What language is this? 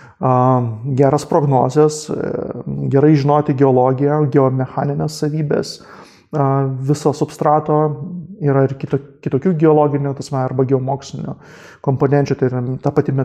Lithuanian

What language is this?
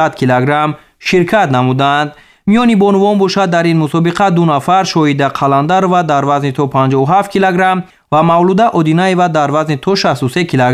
Tajik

